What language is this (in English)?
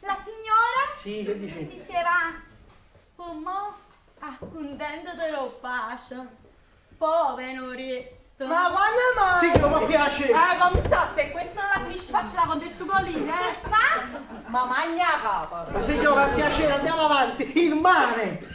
Neapolitan